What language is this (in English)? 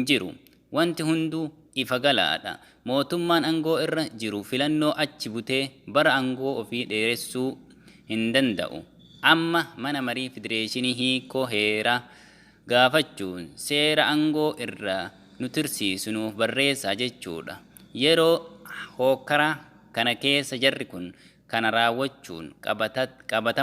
Oromo